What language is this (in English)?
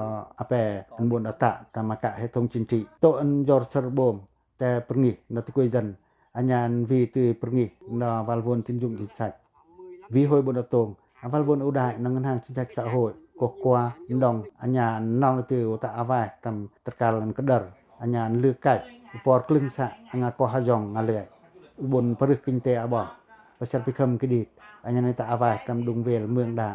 Pacoh